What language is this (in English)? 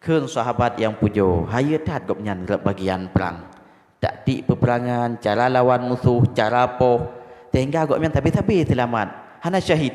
Achinese